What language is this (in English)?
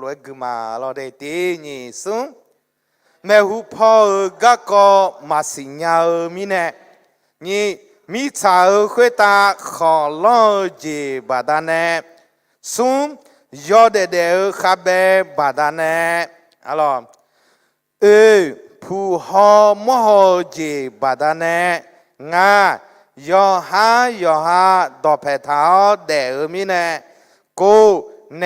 Akha